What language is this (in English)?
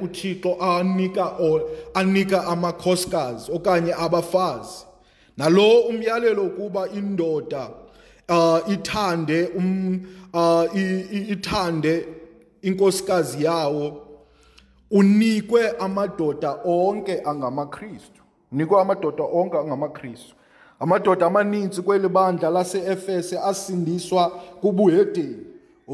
Xhosa